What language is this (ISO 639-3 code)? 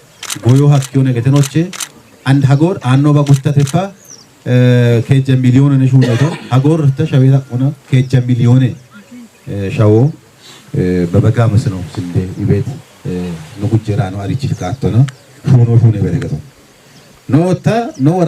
kbr